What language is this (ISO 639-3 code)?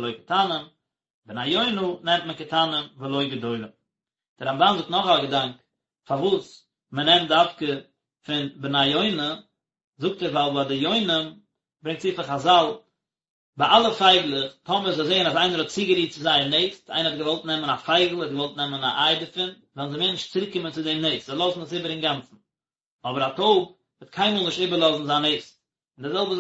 yid